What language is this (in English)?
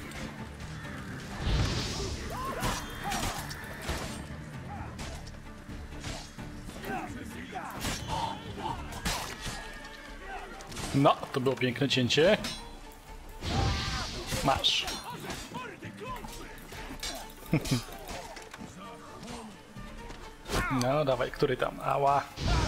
Polish